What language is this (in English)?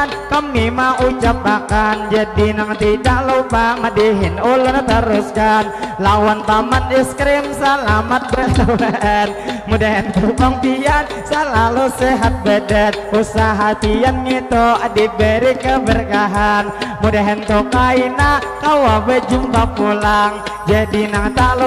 Banjar